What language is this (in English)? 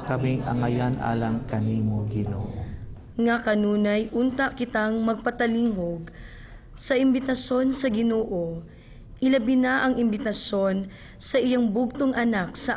Cebuano